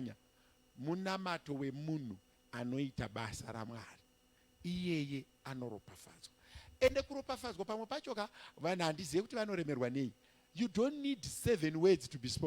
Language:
Shona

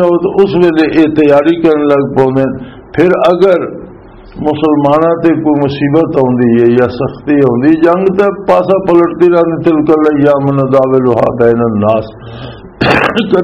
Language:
Western Panjabi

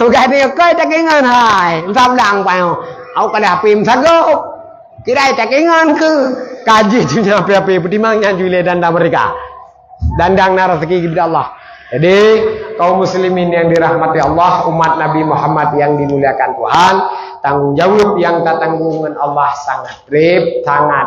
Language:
Achinese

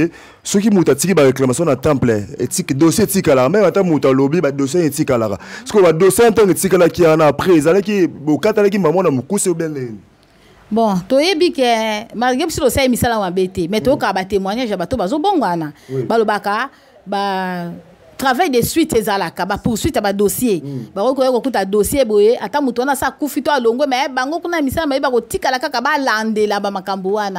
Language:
Lingala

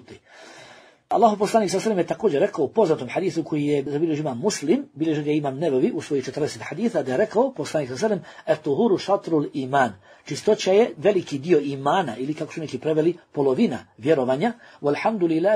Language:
Bosnian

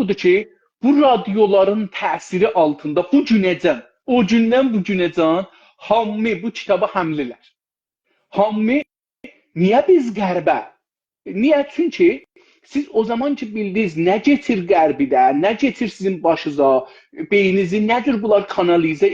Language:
South Azerbaijani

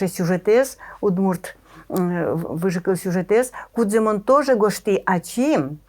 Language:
Udmurt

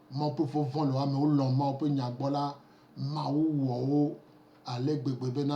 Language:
Gen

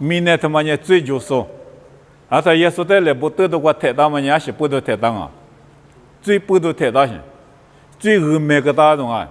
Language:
Lisu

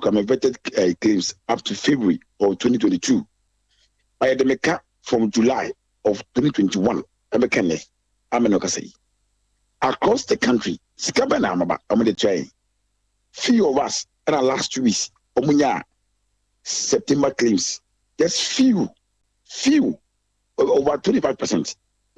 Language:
Akan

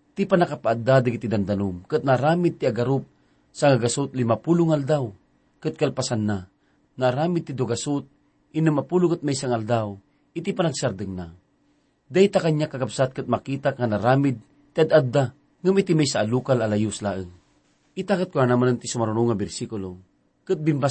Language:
Iloko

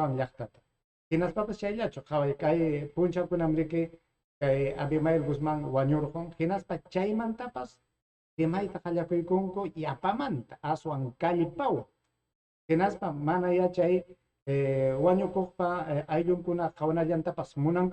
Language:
Ayacucho Quechua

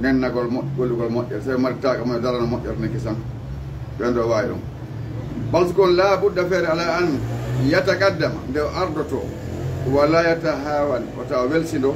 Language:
Fula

